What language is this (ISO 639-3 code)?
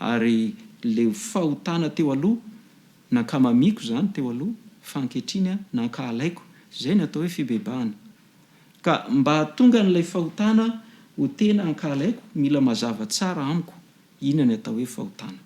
mlg